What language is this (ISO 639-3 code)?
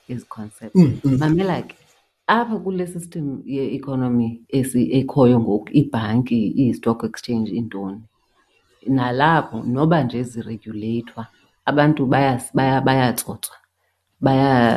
xho